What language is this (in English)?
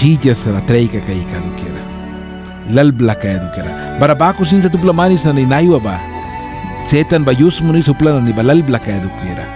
Mískito